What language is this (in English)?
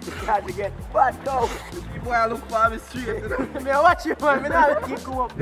Jamaican Creole English